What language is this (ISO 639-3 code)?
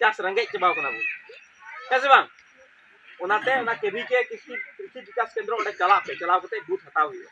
sat